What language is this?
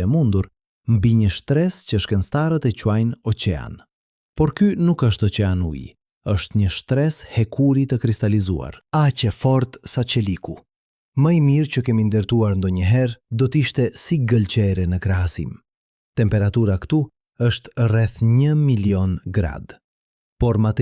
Albanian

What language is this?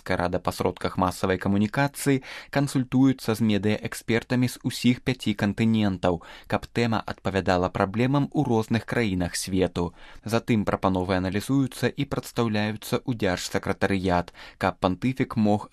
Belarusian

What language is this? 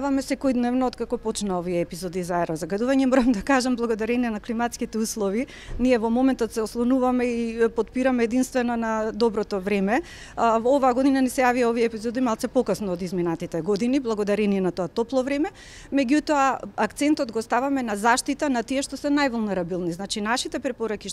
Macedonian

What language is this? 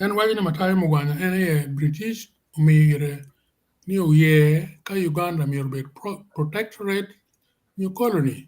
Acoli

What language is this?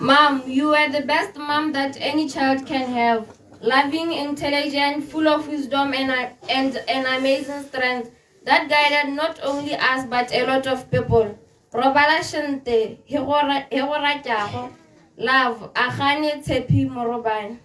Tswana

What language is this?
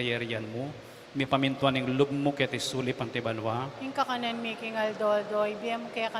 Pampanga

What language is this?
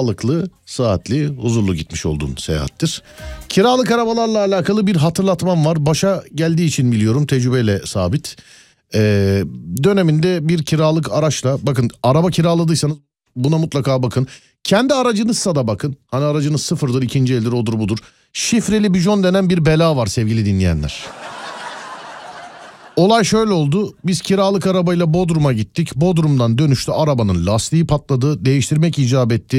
Turkish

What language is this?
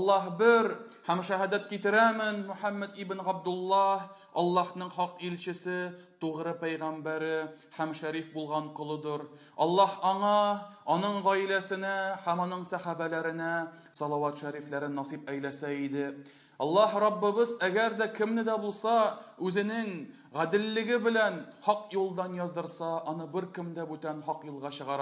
Tatar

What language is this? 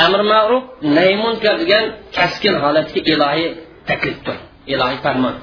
Uyghur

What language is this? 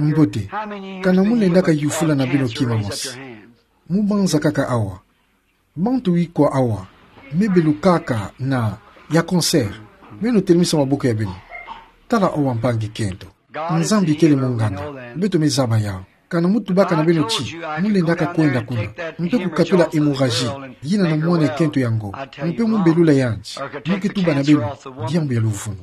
Kituba (Democratic Republic of Congo)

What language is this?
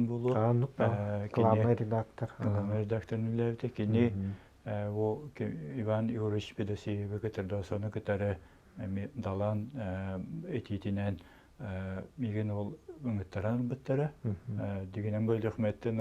Yakut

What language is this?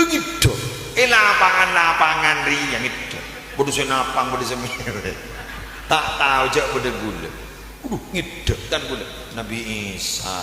Madurese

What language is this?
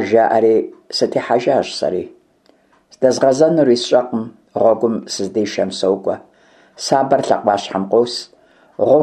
Kabardian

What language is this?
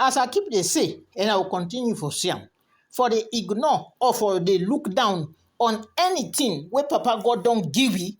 Krio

